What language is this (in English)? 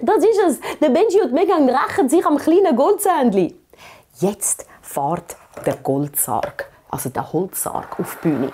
Swiss German